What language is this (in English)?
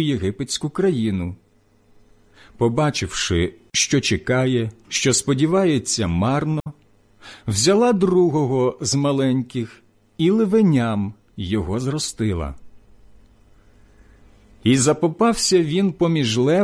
Ukrainian